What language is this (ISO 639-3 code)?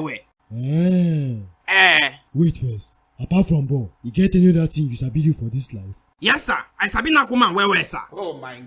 pcm